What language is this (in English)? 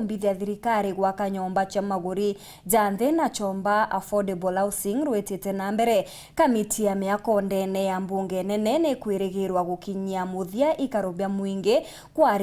Meru